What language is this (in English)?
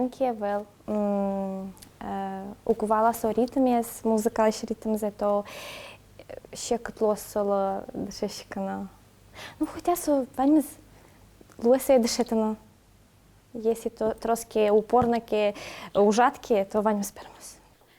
Udmurt